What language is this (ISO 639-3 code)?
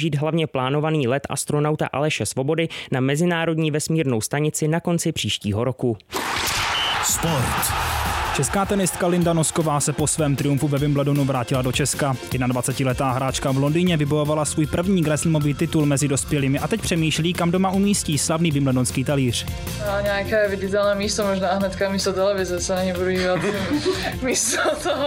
ces